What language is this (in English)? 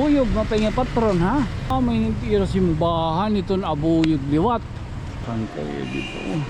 Waray